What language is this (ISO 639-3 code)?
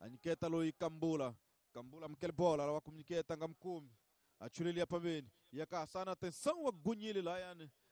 tso